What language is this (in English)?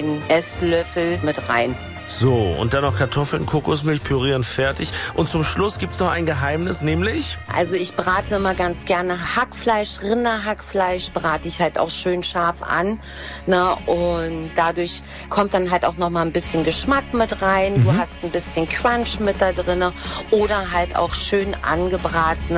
German